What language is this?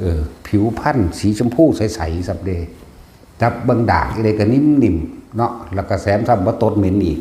Northeastern Thai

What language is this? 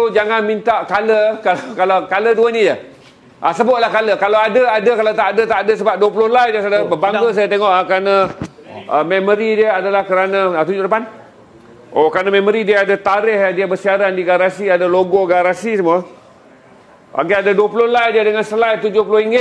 Malay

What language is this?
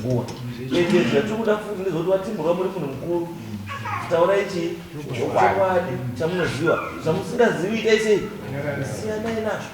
Shona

